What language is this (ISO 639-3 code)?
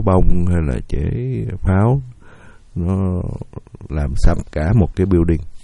vie